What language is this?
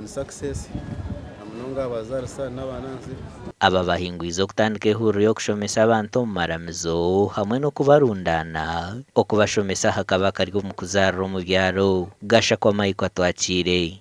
Nyankole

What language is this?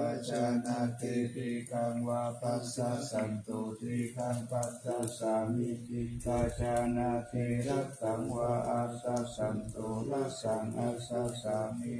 Pali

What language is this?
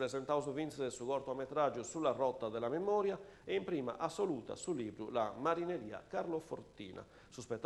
Sardinian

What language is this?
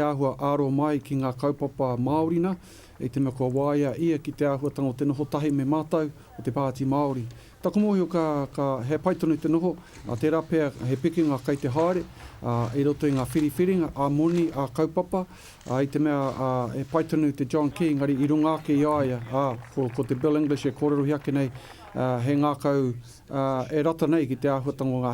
Māori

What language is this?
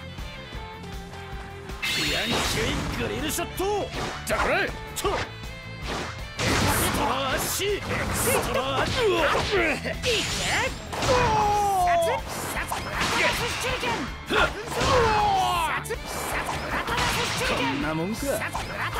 Japanese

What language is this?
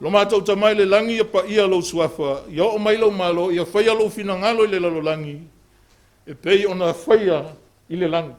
Samoan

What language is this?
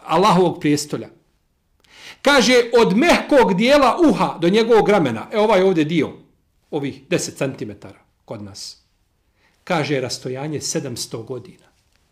Bosnian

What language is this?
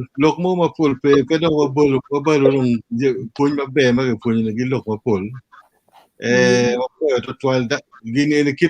Acoli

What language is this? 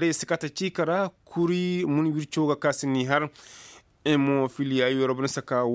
Koyraboro Senni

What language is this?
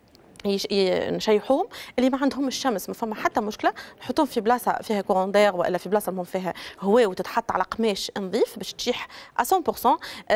Tunisian Arabic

